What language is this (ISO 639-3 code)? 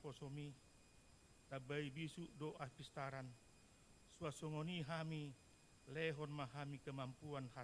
bbc